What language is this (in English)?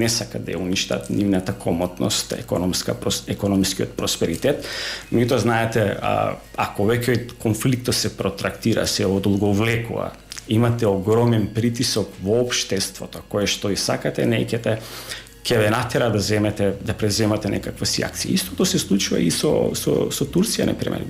Macedonian